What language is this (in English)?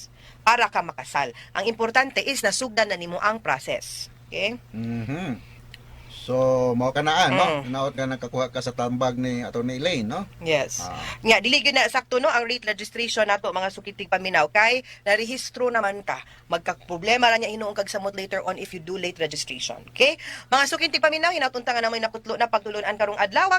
Cebuano